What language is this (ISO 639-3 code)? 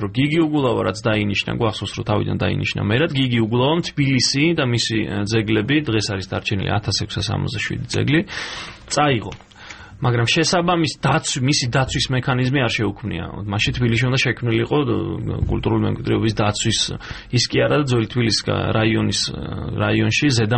kat